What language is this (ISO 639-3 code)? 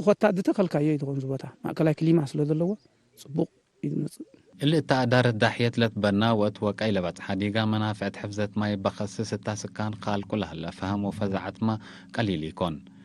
tig